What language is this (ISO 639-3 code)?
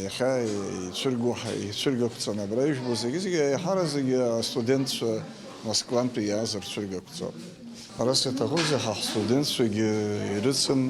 abk